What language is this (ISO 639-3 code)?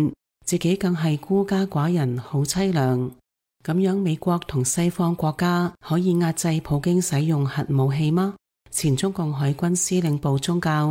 yue